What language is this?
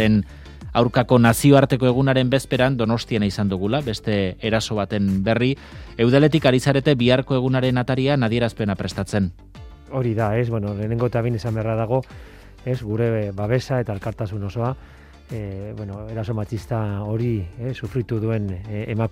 Basque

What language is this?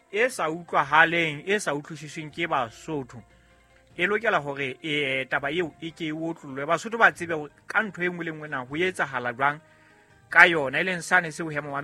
Southern Sotho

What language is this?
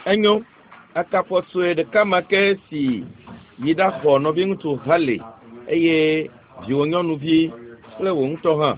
Ewe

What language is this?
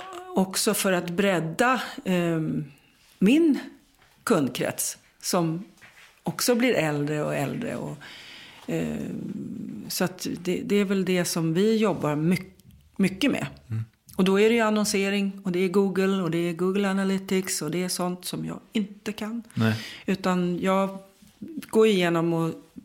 Swedish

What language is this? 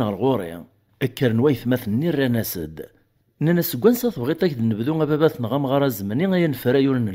Kabyle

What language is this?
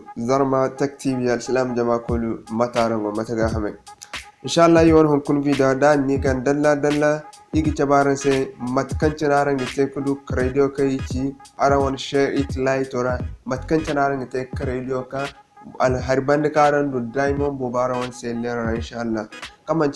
Zarma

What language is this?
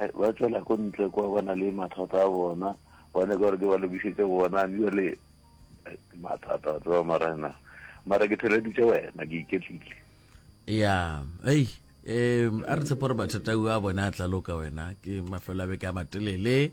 Northern Sotho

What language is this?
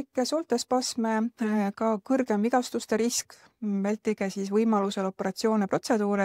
Estonian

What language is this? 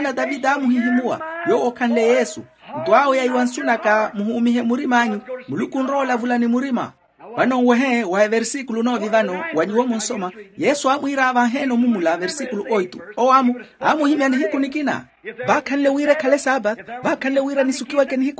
Makhuwa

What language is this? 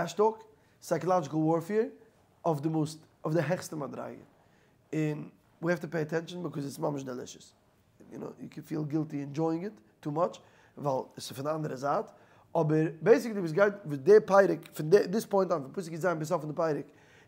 Yiddish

